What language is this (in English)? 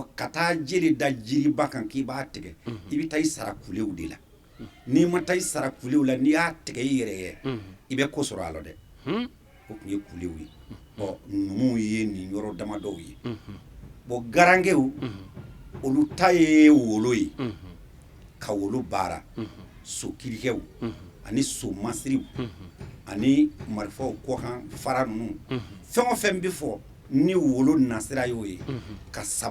Bambara